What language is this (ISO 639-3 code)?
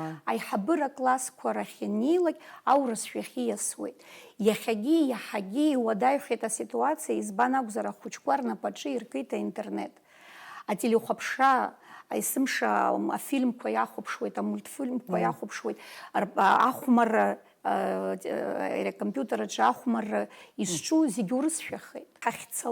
abk